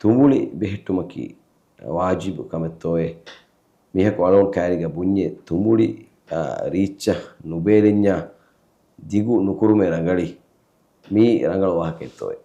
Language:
Divehi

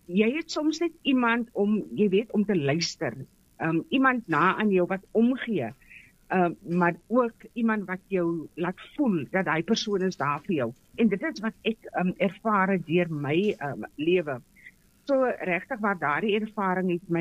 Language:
Afrikaans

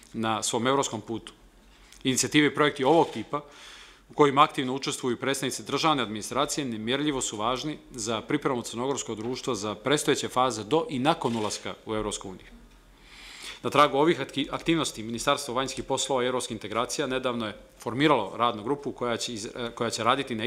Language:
Serbian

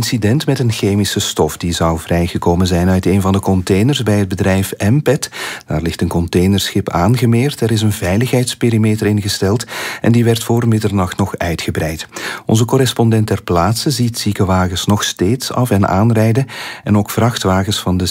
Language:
Dutch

